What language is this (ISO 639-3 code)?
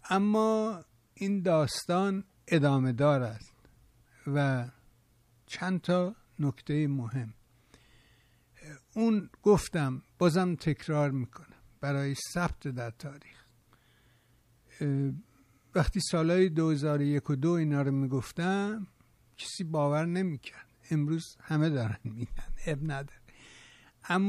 fas